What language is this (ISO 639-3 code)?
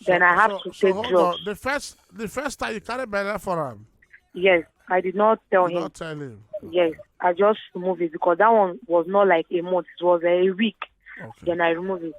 pcm